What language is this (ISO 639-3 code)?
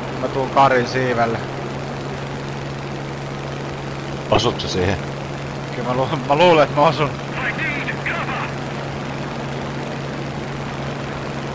fin